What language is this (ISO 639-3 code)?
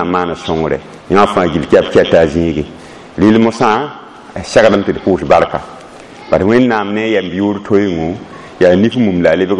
mos